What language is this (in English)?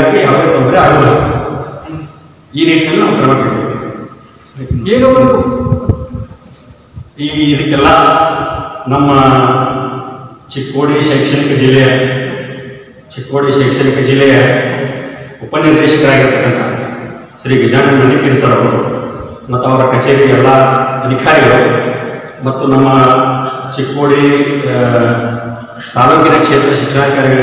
Kannada